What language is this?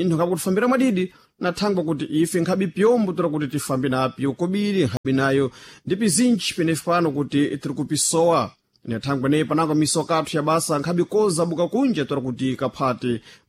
Sena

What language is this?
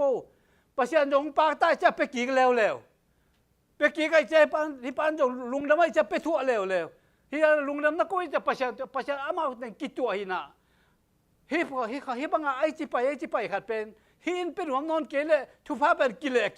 Tedim Chin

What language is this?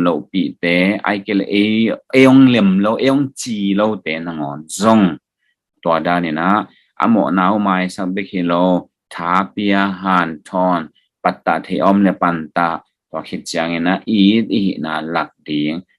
Tedim Chin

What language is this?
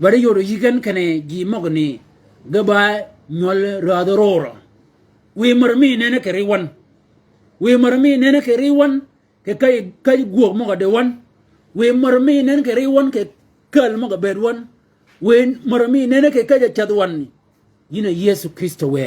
Shilluk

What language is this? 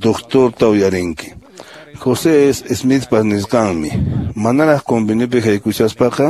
Quechua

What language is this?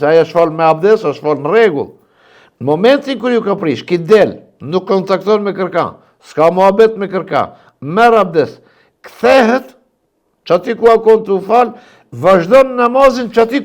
Albanian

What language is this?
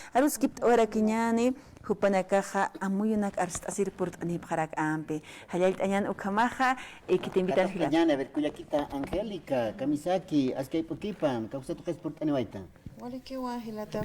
Aymara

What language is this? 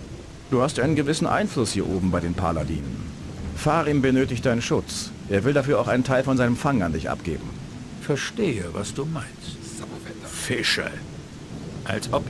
Bavarian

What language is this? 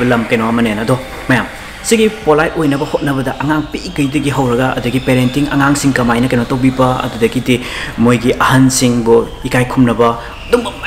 Manipuri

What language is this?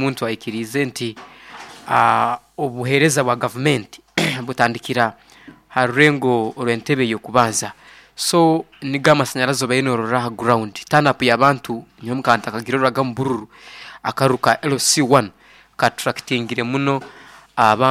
Nyoro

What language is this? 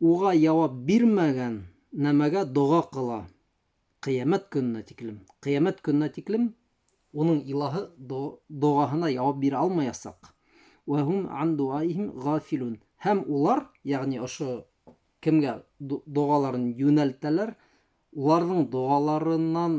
Bashkir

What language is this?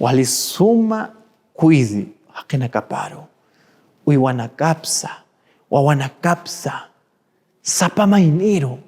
Aymara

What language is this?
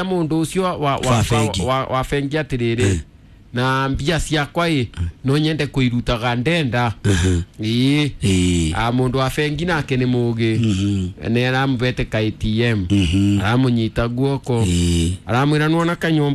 Kikuyu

